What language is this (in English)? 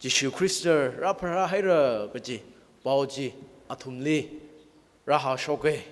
Tangkhul Naga (India)